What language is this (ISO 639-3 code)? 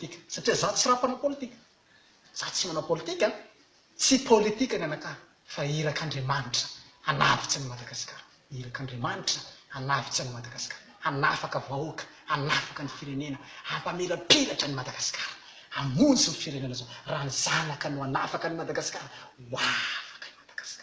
mlg